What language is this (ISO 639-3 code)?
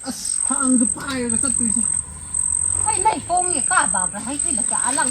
mni